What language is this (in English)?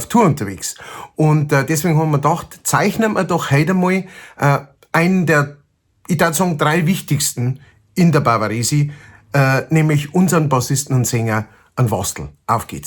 Bavarian